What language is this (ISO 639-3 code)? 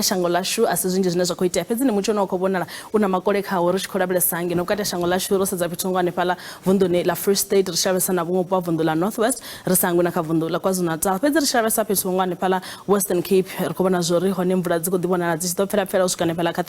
ven